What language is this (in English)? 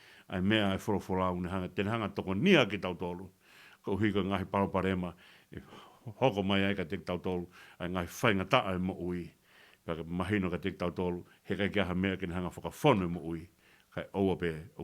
Tongan